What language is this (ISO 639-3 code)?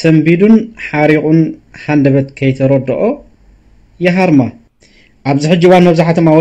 tir